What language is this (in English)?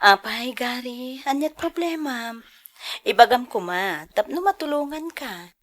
Iloko